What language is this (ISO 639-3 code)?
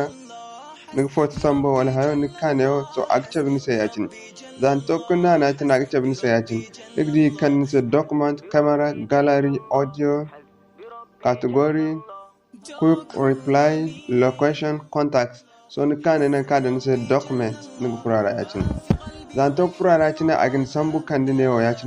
dje